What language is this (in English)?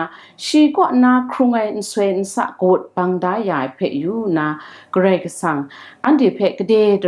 Kachin